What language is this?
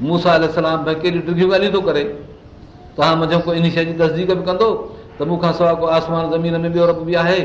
Sindhi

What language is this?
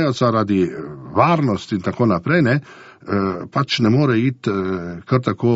Slovenian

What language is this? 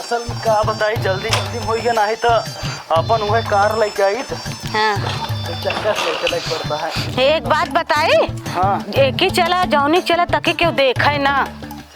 Awadhi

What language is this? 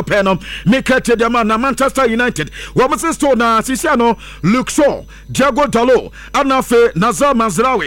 Akan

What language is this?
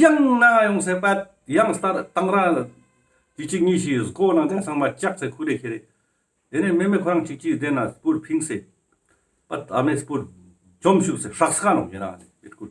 Ladakhi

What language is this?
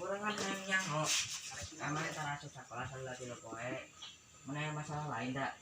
Sundanese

